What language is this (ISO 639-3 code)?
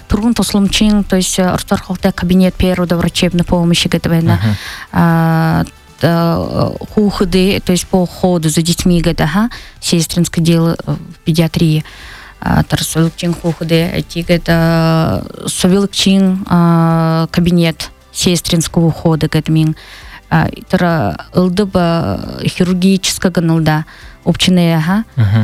bua